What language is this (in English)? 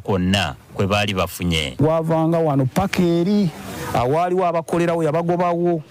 Ganda